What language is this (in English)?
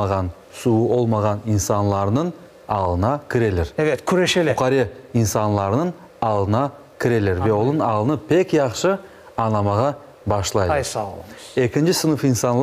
Crimean Tatar